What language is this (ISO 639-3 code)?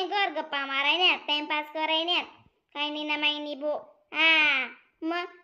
khn